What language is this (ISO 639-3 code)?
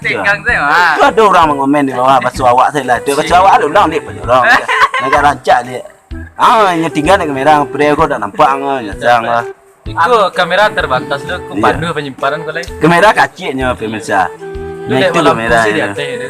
min